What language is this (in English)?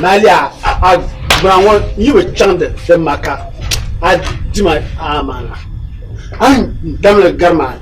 Dagbani